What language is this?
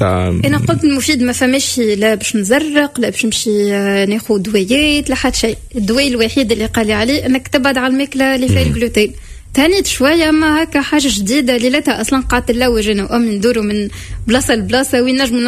Tunisian Arabic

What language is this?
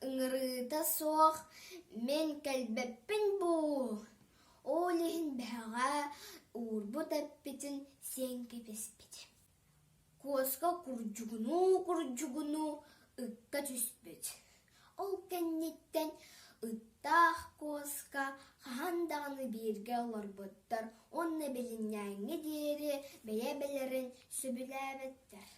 Yakut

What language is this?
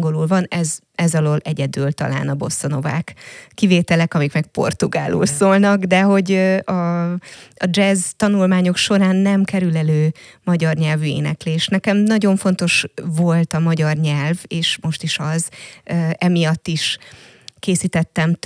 Hungarian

